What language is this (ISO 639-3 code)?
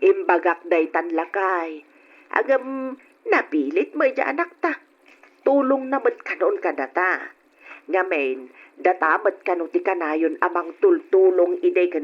ilo